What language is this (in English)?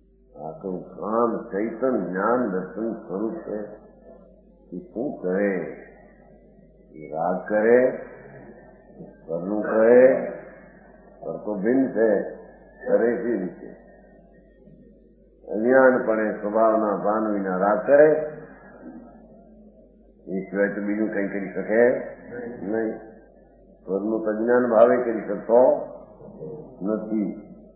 Gujarati